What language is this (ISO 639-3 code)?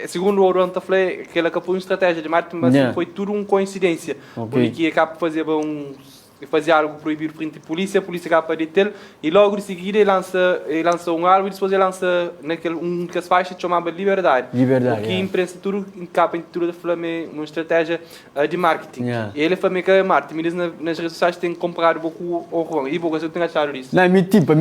kea